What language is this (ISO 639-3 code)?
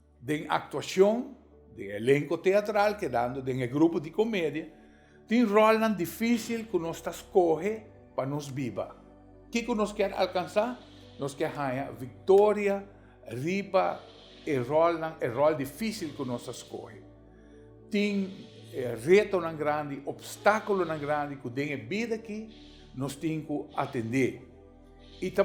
pap